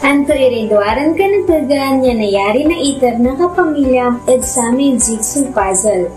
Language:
Pangasinan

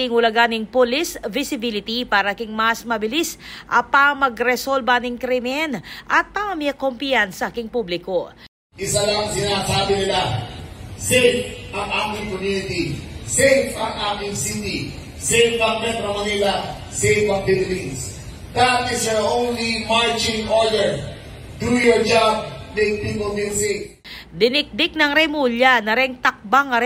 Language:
Pampanga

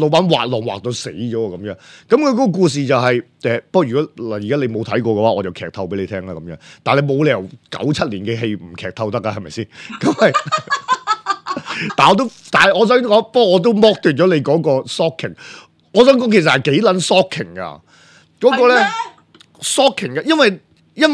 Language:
Cantonese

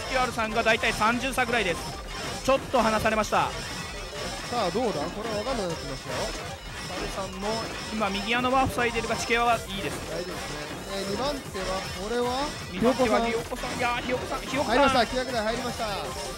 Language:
Japanese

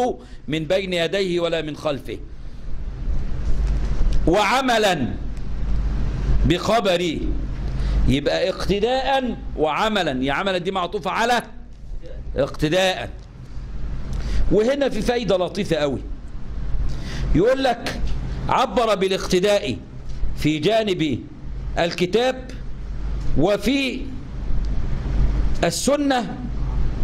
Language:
Egyptian Arabic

